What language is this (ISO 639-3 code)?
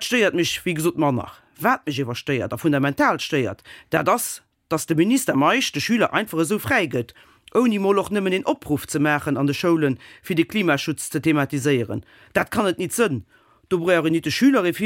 ltz